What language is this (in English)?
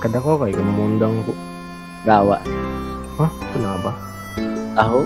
Banjar